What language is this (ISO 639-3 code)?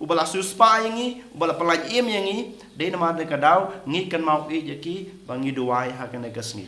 kha